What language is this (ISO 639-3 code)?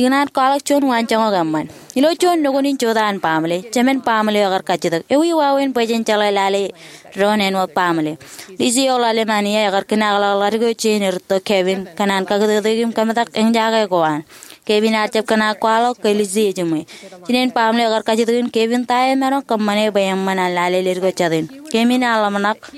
mah